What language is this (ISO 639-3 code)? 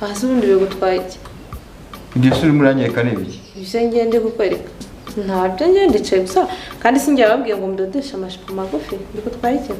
kin